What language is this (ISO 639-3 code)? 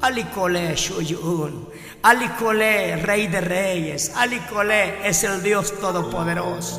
tzo